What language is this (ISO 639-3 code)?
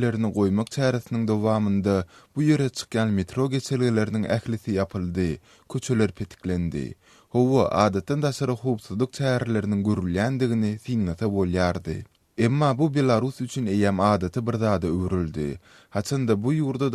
tuk